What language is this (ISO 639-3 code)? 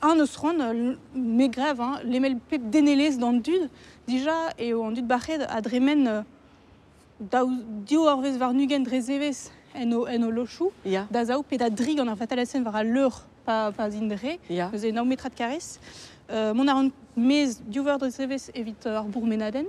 bre